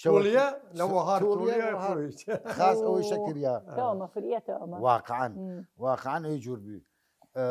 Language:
Southern Kurdish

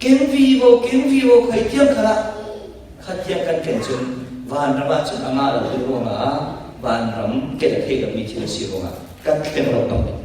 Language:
Falam Chin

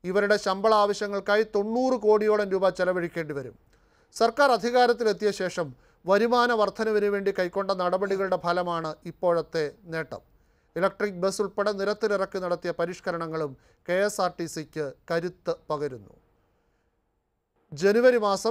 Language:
Malayalam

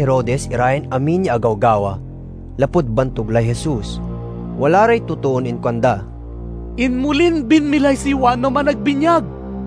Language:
Pangasinan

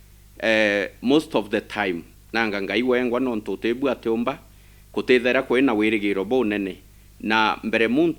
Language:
Meru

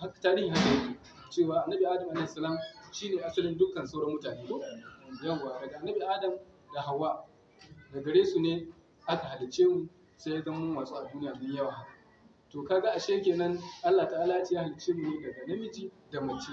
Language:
Hausa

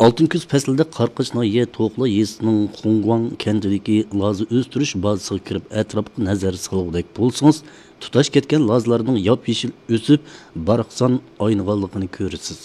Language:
Uyghur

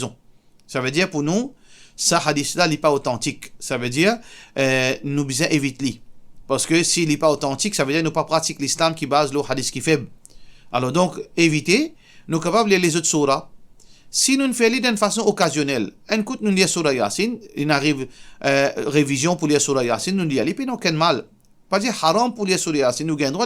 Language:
Morisyen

